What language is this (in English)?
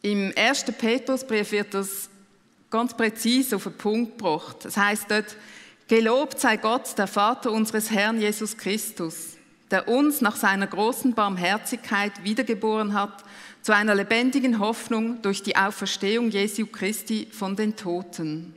Swiss German